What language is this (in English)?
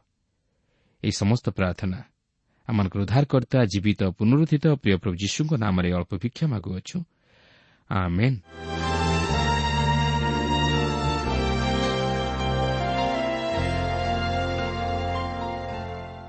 Odia